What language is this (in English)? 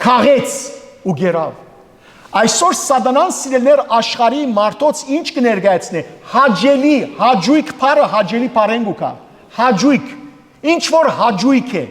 Western Armenian